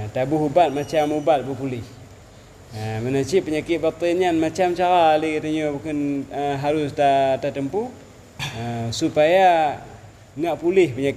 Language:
Achinese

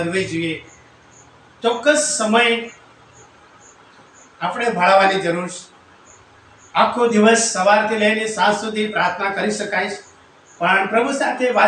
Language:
Gujarati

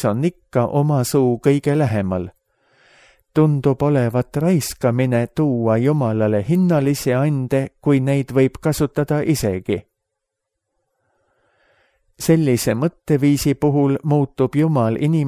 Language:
Estonian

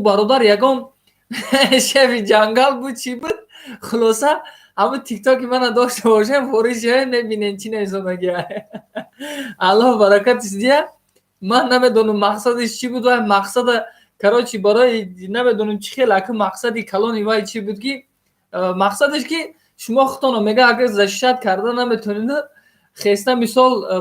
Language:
Tajik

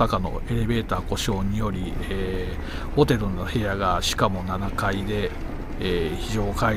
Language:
Japanese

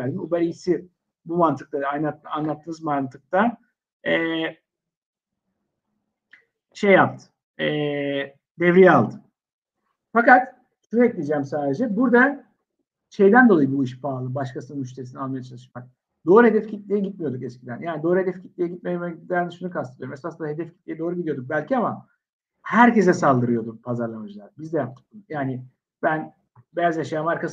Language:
Turkish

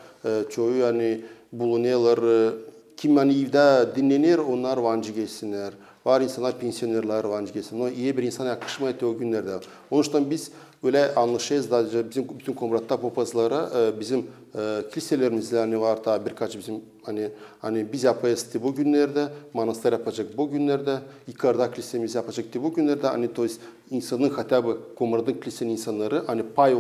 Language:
Gagauz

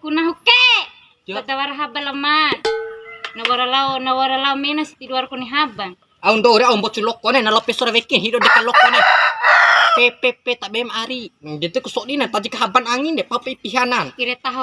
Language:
Bima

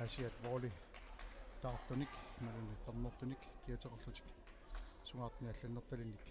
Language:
Kalaallisut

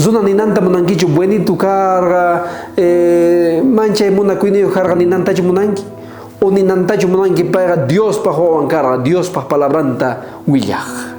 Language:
South Bolivian Quechua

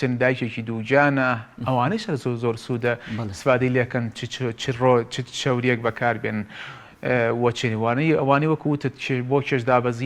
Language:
Central Kurdish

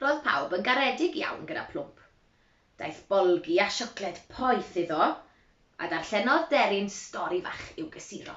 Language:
Welsh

